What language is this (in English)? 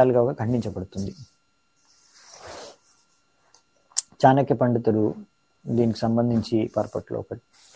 Telugu